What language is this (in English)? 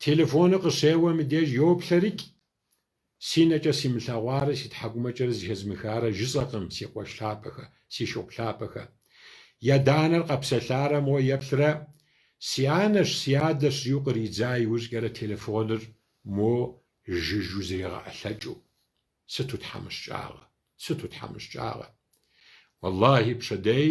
Kabardian